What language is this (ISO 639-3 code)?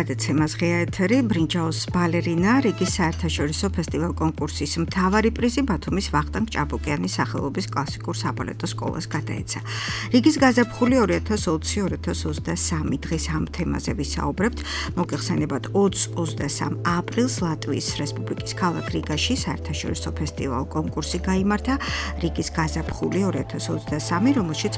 kat